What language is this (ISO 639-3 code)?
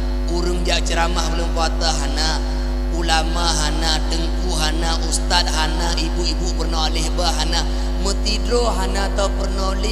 ace